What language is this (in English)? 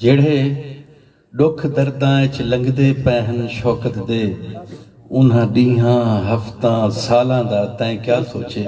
Saraiki